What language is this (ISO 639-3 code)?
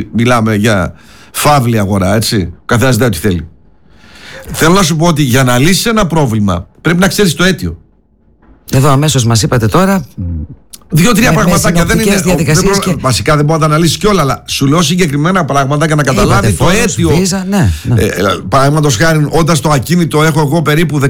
ell